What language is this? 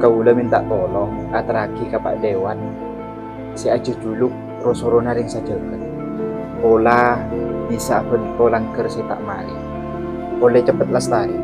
Madurese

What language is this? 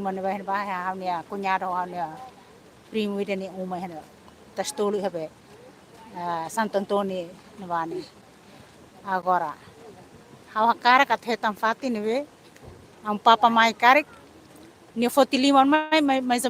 Tetum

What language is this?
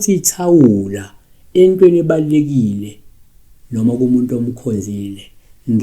Zulu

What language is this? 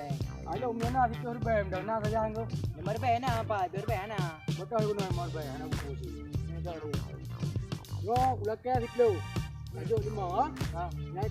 Achinese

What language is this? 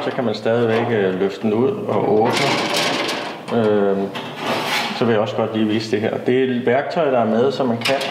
Danish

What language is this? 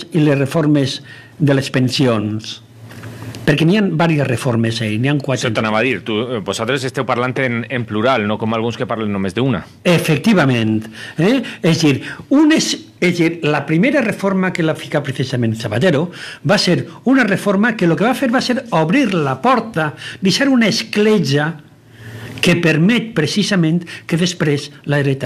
Catalan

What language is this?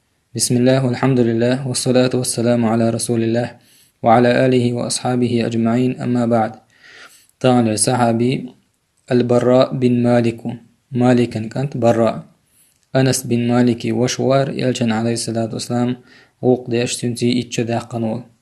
Chechen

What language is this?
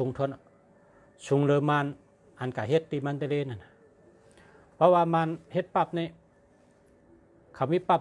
Shan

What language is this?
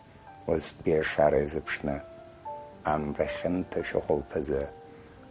Abkhazian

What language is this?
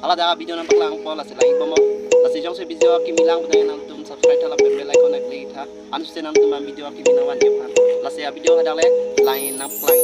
Karbi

